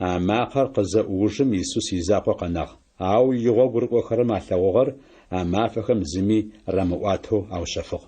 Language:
Adyghe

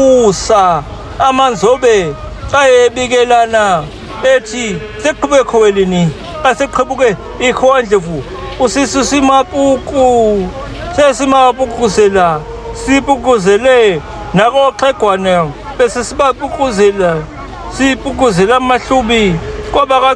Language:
Zulu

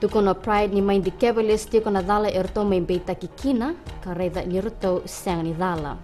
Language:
Fijian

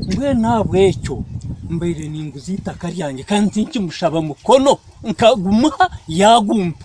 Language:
Nyankole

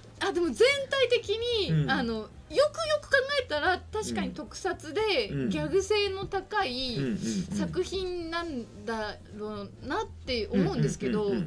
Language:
Japanese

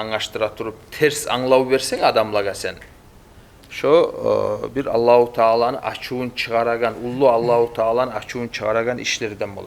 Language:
Kumyk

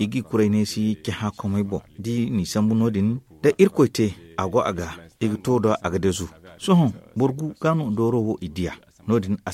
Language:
Zarma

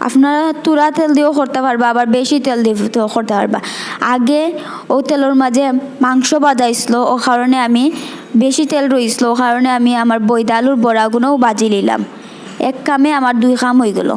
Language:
Sylheti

